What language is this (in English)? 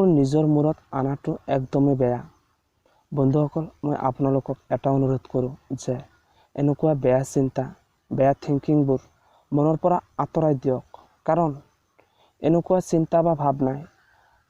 Assamese